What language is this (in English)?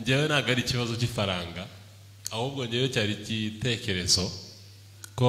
Kinyarwanda